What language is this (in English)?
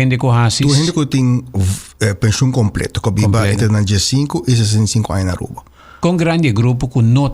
Papiamento